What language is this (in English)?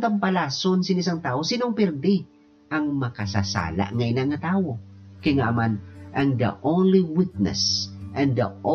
Hiligaynon